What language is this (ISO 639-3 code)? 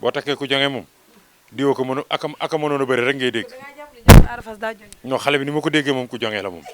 wol